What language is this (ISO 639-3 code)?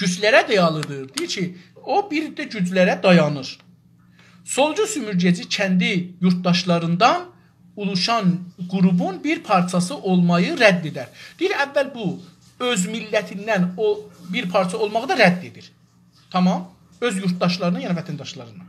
azb